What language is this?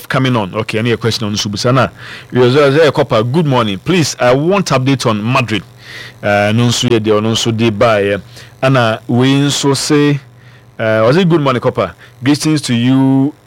Akan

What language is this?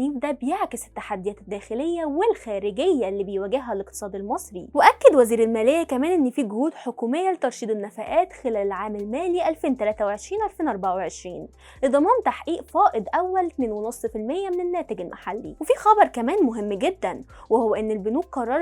Egyptian Arabic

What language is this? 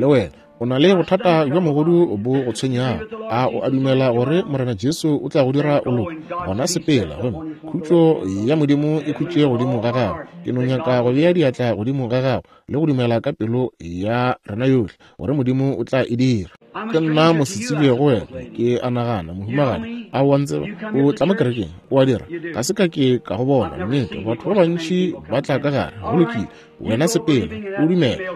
Northern Sotho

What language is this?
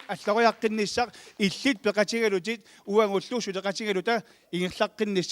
Kalaallisut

